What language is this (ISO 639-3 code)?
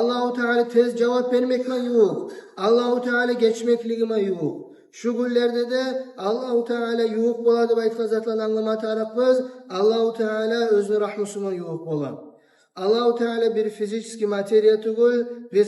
kum